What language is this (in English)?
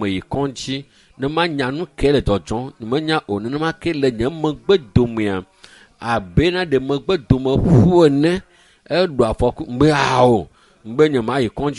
Ewe